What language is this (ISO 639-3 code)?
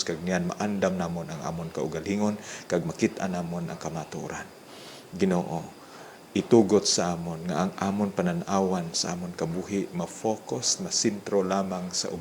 hil